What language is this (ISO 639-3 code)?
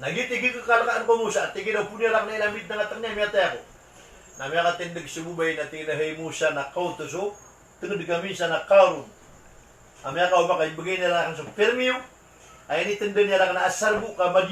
mrw